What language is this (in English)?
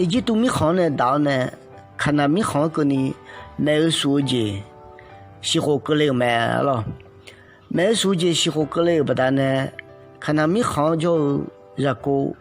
Akha